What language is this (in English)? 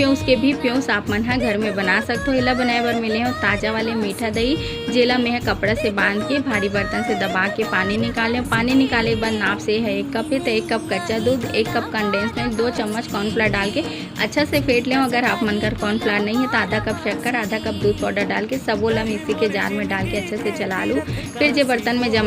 Chhattisgarhi